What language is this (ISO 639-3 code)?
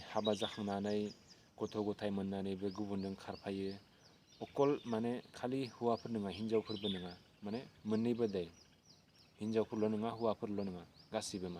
brx